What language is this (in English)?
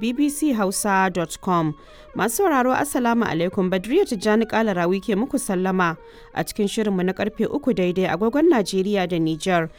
Hausa